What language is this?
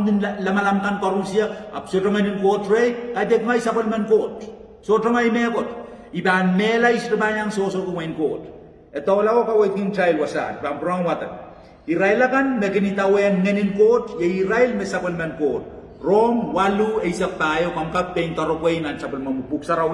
Pohnpeian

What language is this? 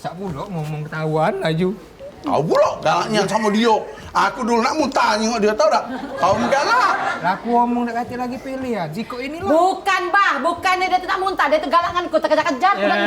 Musi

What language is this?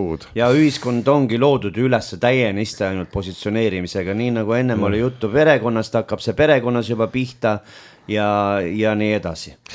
Estonian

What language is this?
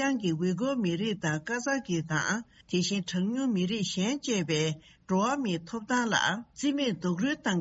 Tibetan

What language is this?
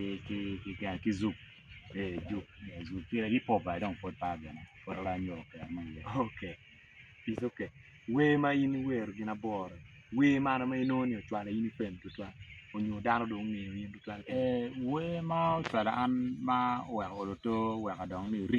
Acoli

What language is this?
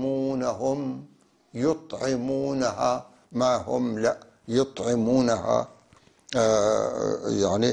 North Levantine Arabic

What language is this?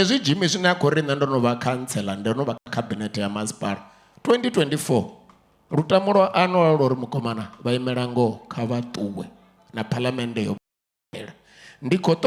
Venda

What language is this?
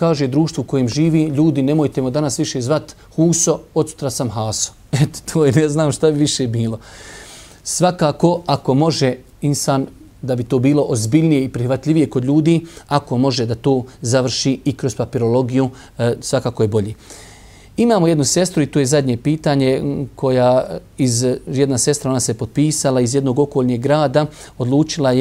Bosnian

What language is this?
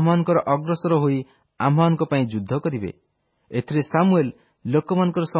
Odia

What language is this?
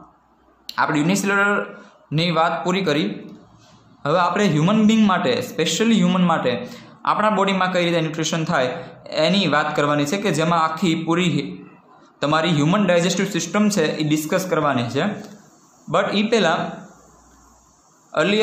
Gujarati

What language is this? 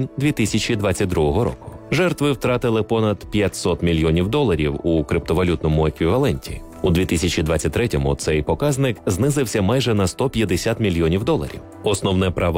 Ukrainian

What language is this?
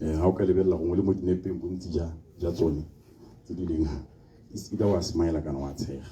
Tswana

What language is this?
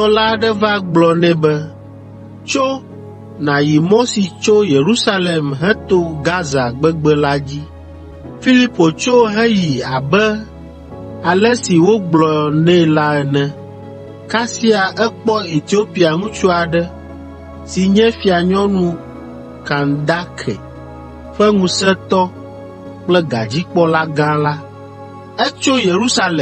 Ewe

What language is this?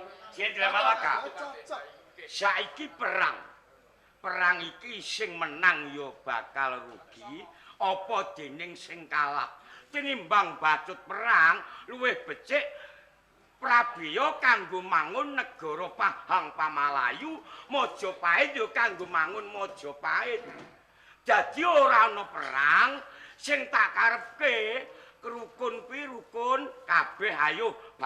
Javanese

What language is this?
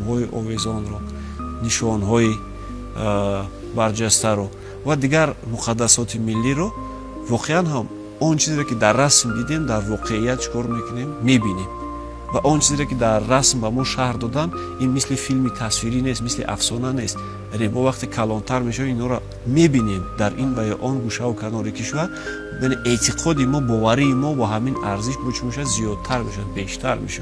Tajik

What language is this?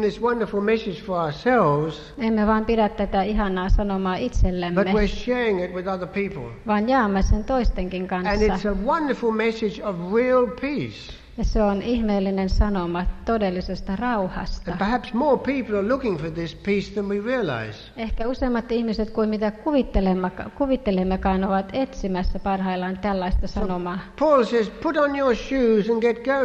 Finnish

